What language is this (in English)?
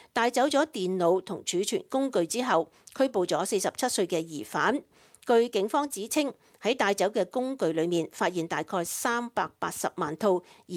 Cantonese